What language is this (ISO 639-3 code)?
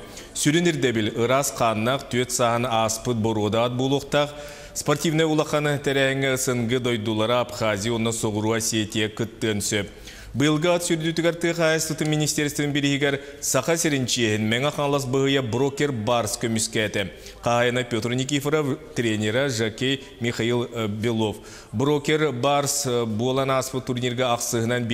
sah